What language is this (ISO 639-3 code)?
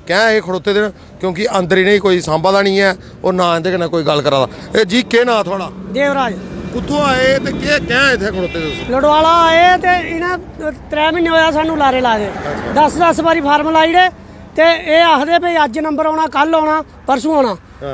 doi